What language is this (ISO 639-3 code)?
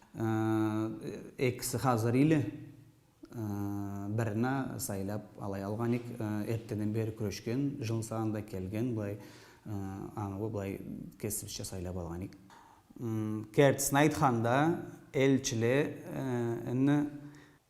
krc